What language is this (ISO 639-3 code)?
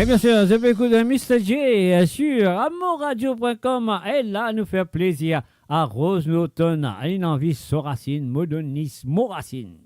mfe